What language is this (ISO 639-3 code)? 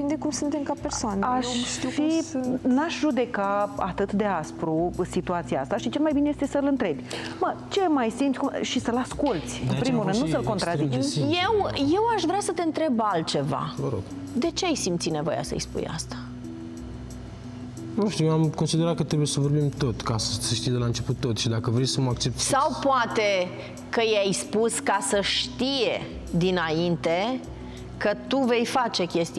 ron